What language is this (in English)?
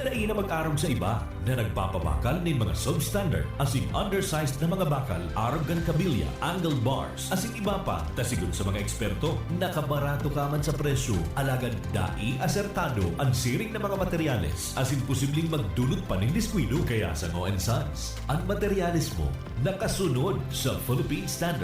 Bikol